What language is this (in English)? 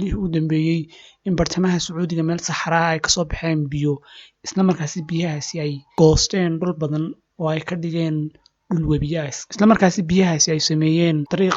Somali